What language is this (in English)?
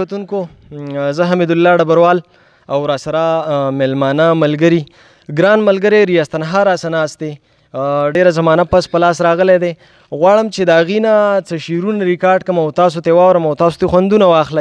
Pashto